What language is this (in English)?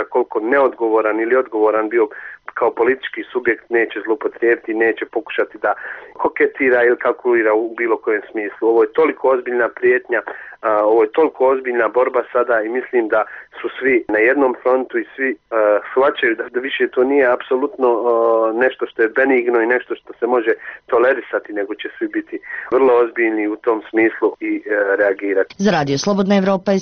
Bosnian